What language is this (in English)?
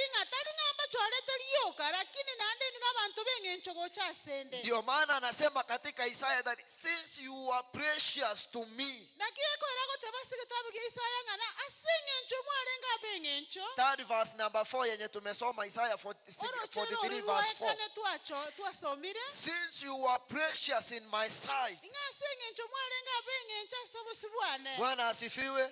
Gusii